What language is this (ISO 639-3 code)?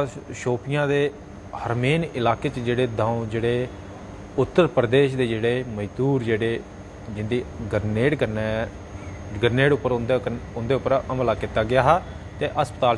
doi